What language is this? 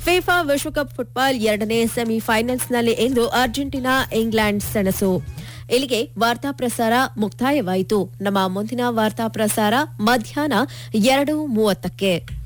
Kannada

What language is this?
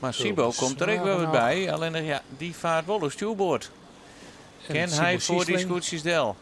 Western Frisian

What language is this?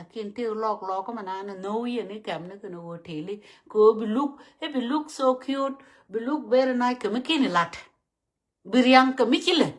Nuer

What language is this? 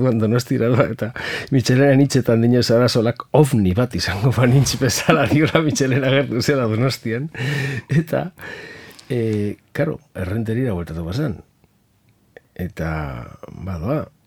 Basque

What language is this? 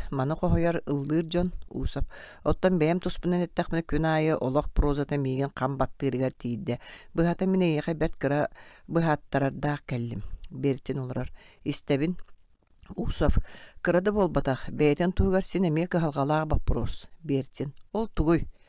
Yakut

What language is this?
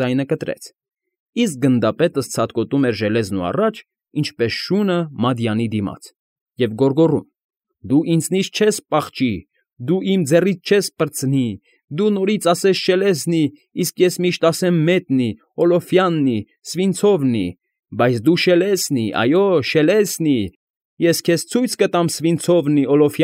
Armenian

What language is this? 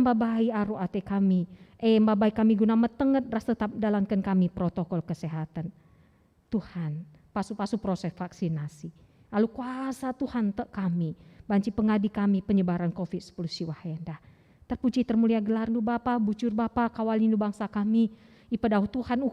Batak Karo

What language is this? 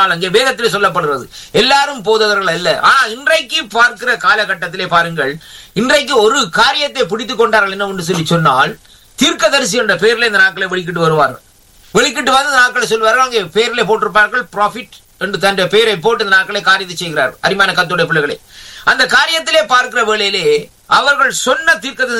Tamil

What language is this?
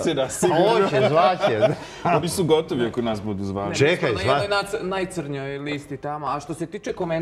Serbian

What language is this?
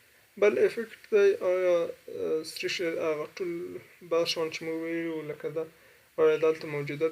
Pashto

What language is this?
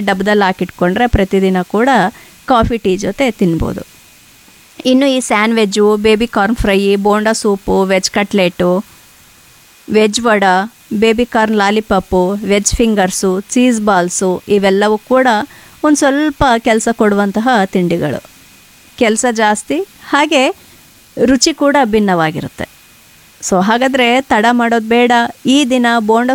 Kannada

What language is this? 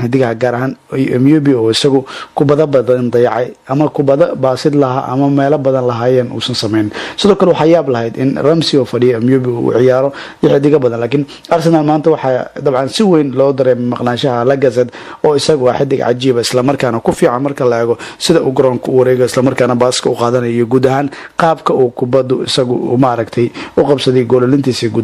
Somali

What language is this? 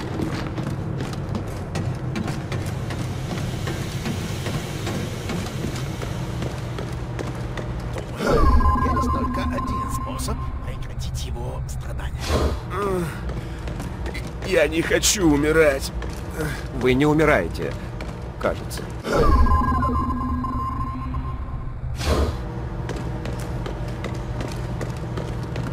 Russian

